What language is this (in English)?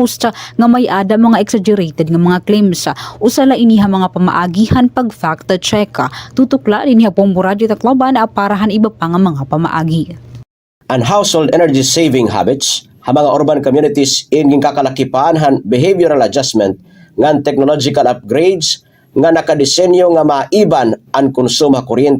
Waray